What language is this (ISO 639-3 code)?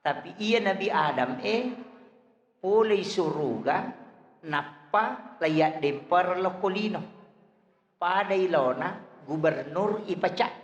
bug